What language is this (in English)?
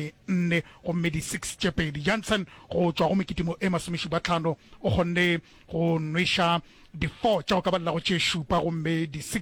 Northern Sotho